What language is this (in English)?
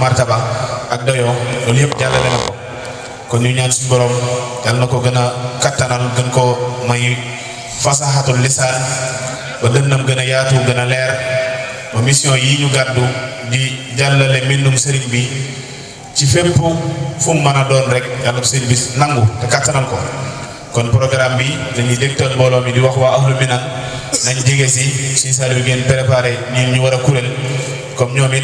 Wolof